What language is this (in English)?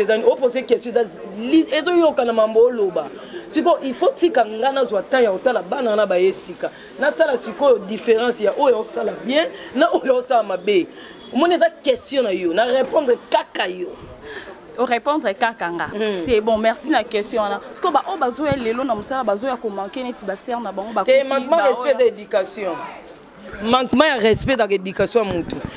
Lingala